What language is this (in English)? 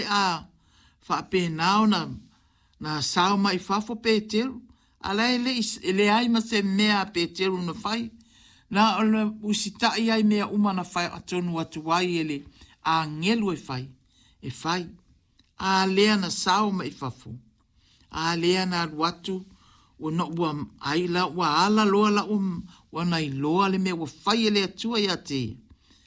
Samoan